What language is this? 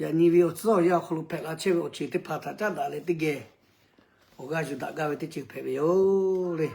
Lahu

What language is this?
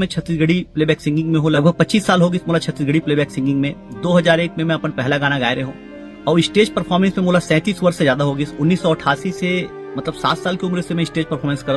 Chhattisgarhi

